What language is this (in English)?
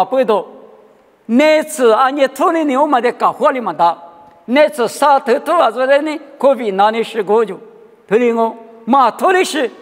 Lisu